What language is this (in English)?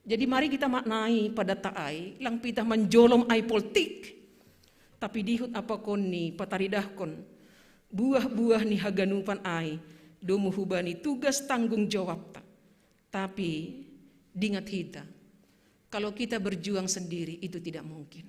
Batak Simalungun